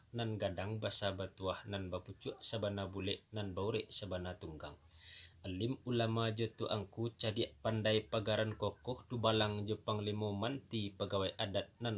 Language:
Minangkabau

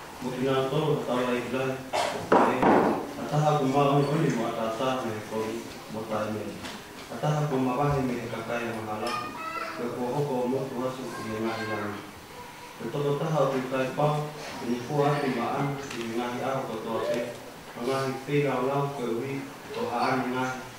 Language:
Tongan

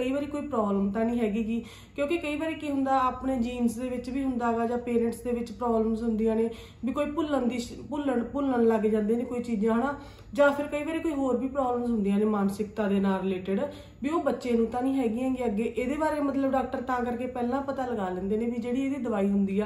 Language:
Punjabi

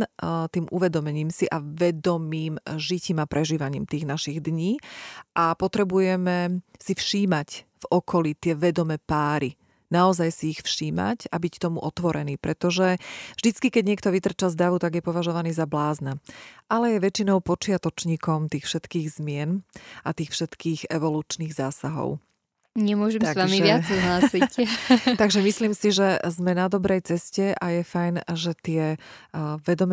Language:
Slovak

